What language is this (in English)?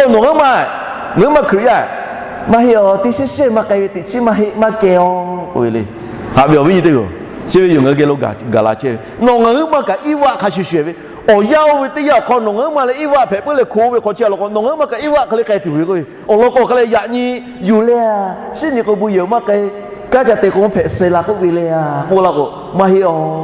Lahu